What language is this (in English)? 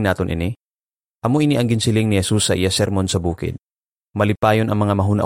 Hiligaynon